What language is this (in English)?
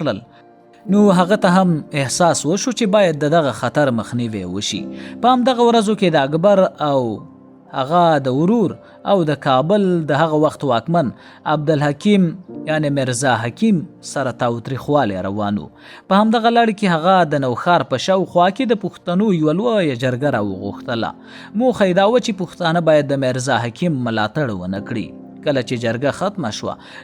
Pashto